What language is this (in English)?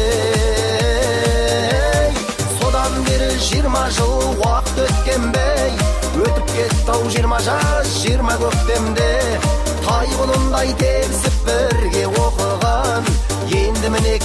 Kara-Kalpak